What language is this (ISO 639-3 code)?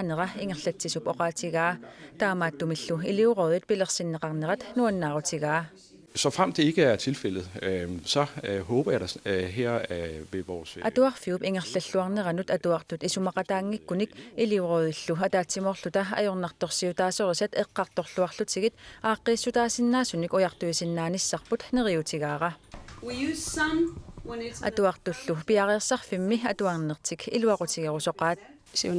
kal